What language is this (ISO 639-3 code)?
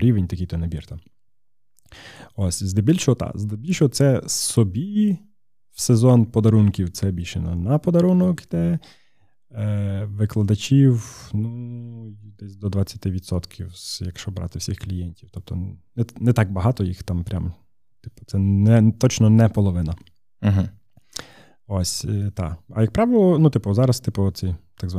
ukr